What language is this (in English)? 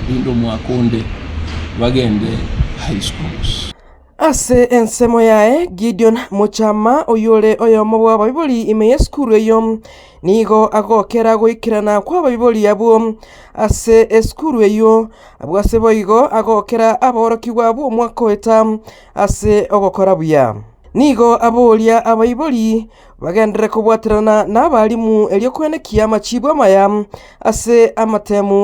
Gusii